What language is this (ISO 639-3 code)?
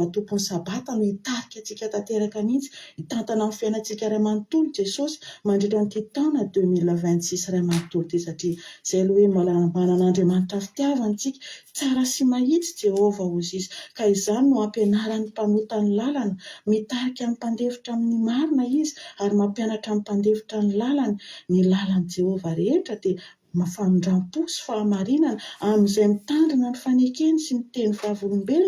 mlg